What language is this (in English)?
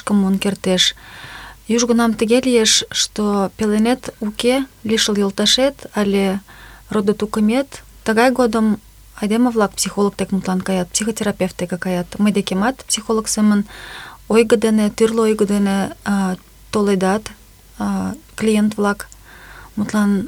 Mari